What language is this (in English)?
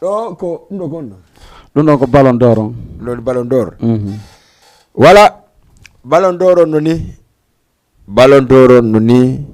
Fula